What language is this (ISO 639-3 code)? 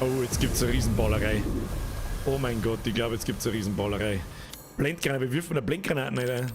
bar